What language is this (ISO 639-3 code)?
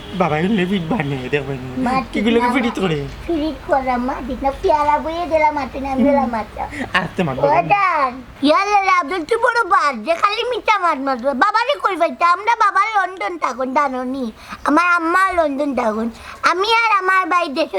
syl